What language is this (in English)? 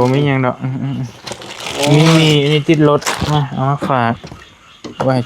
Northeastern Thai